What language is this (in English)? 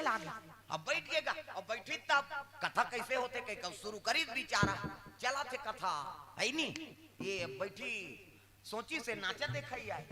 Chhattisgarhi